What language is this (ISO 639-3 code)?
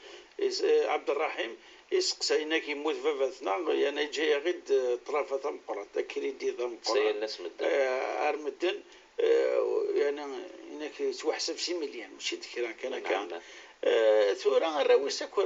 kab